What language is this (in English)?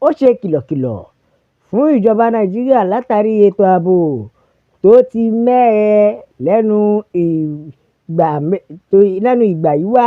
Yoruba